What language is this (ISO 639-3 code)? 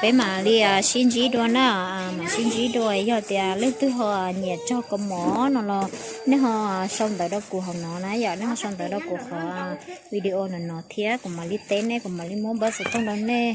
hmn